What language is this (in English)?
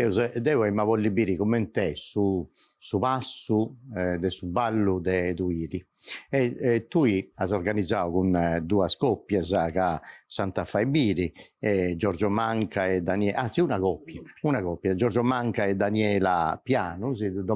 Sardinian